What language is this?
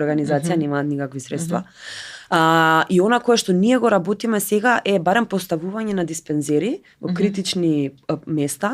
Macedonian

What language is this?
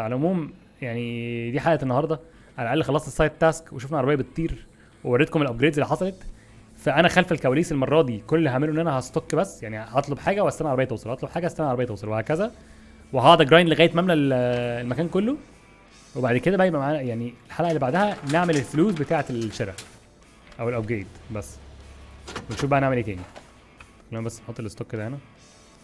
Egyptian Arabic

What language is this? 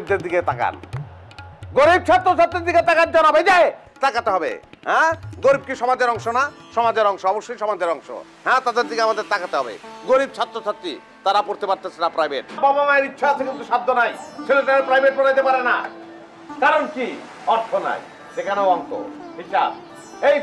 Bangla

